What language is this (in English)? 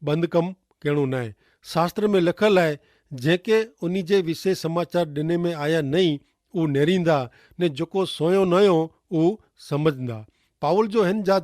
Kachhi